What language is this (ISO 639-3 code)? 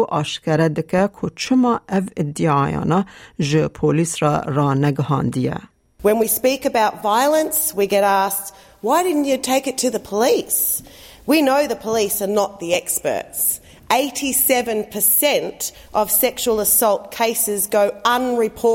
kur